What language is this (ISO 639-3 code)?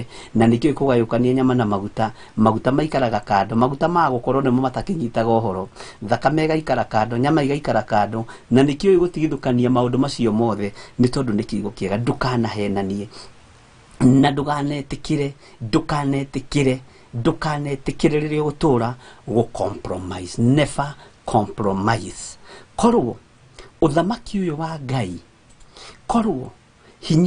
kik